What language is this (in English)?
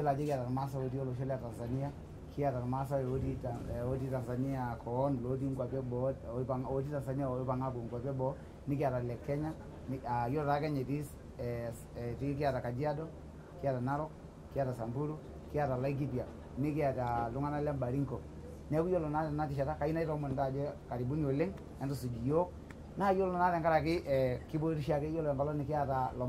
Masai